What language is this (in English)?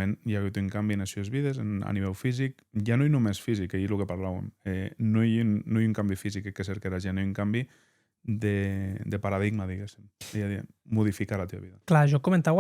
Occitan